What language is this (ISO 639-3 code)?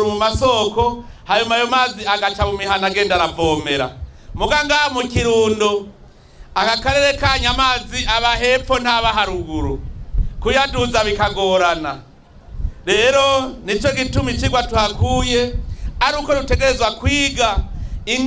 run